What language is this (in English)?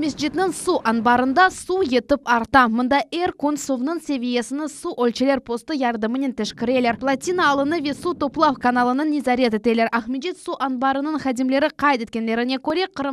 Crimean Tatar